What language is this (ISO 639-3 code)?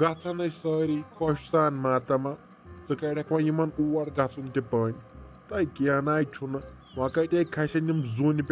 kas